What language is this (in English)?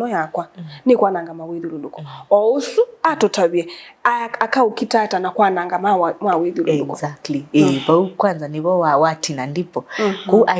Kamba